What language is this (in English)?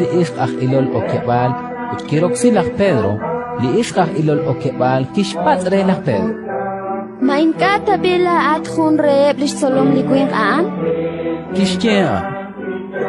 Kekchí